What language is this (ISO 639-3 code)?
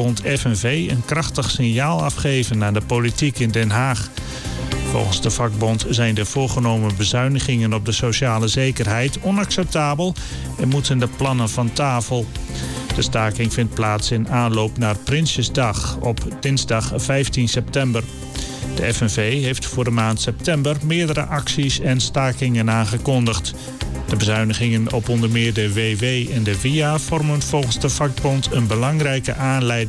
nld